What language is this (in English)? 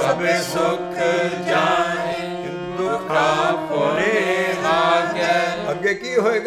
Punjabi